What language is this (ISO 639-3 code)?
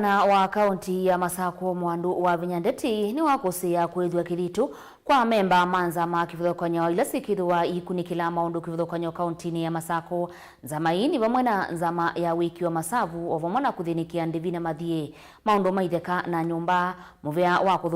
kam